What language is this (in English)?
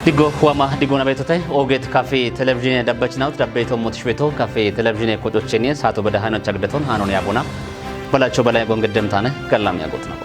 Kafa